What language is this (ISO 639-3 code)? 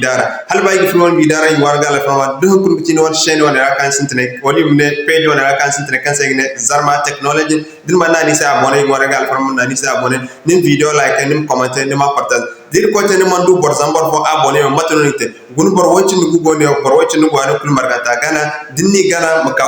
dje